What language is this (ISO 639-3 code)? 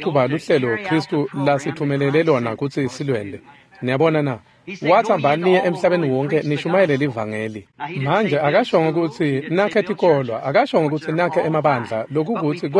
ssw